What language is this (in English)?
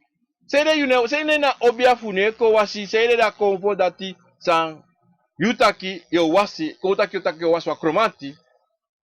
Sranan Tongo